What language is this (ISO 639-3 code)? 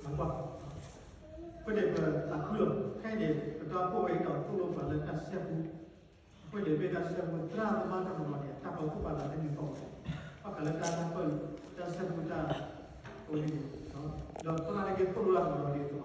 ksw